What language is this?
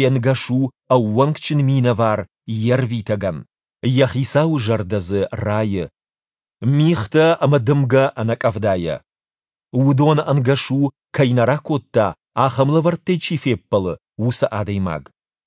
Ossetic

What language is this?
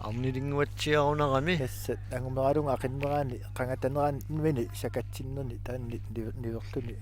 Kalaallisut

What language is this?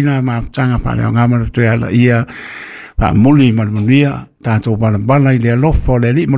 Samoan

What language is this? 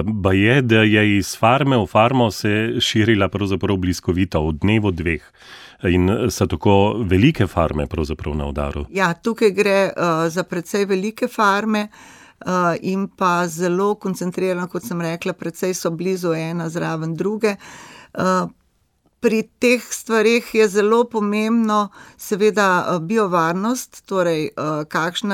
Slovenian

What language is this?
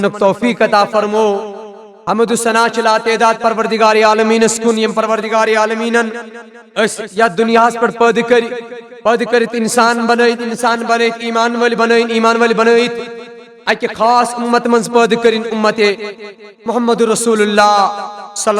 Kashmiri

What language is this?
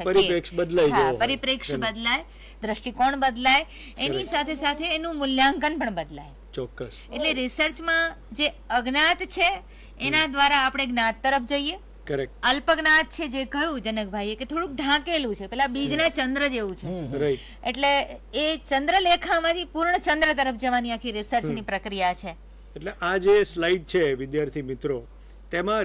Gujarati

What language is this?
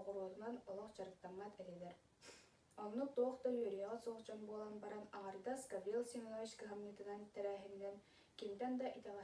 Yakut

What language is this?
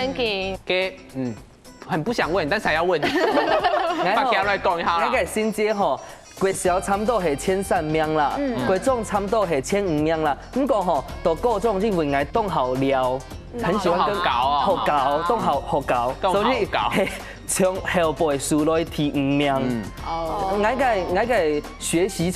Hakka Chinese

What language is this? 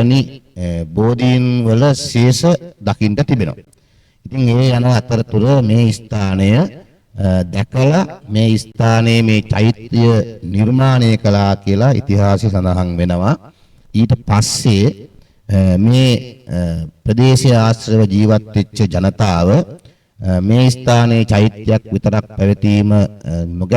Sinhala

